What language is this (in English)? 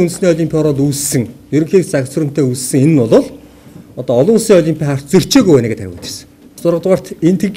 Mongolian